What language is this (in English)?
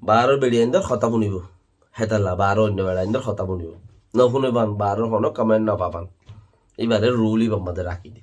Rohingya